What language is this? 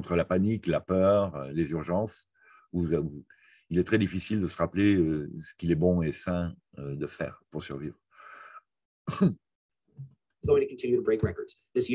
French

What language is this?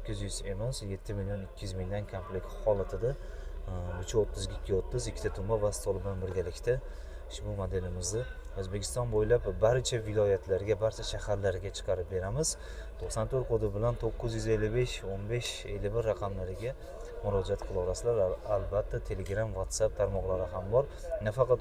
Uzbek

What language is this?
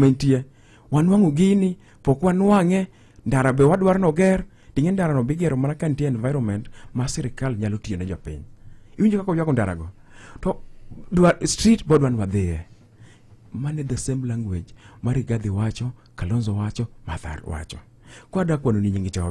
Luo (Kenya and Tanzania)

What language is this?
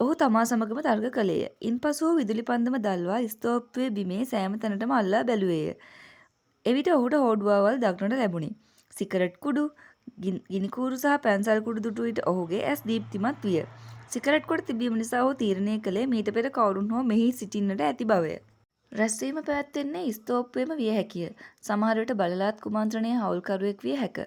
Sinhala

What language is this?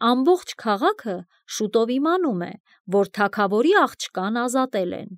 Armenian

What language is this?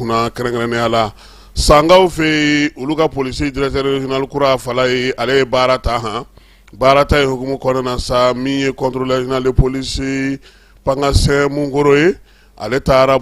Bambara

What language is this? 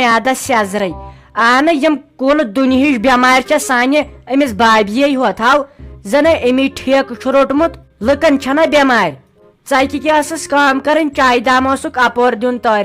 Kashmiri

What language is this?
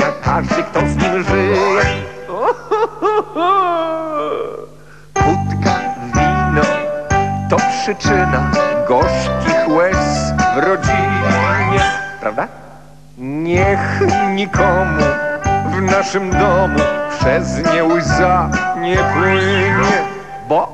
Polish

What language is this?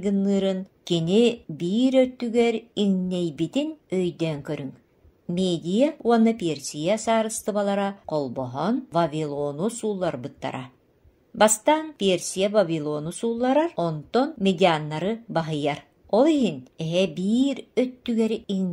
Yakut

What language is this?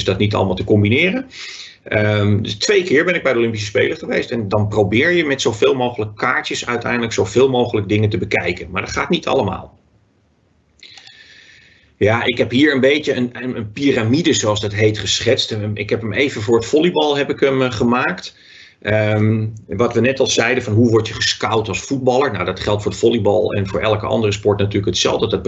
Dutch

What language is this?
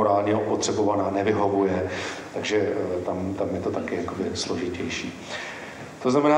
Czech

